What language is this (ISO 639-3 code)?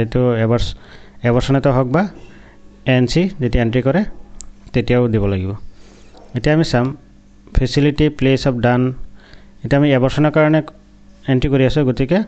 asm